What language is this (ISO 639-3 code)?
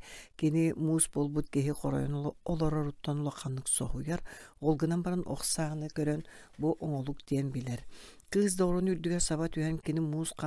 sah